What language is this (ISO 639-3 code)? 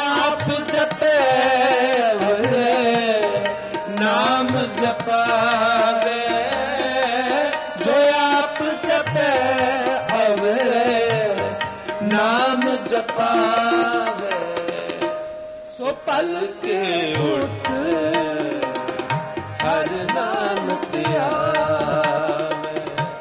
pan